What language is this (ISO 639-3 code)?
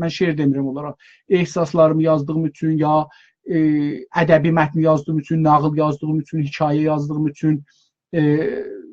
azb